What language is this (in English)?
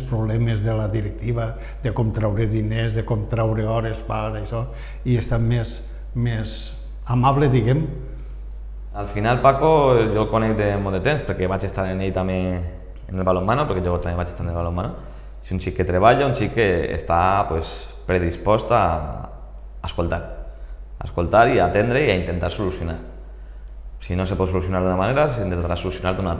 Catalan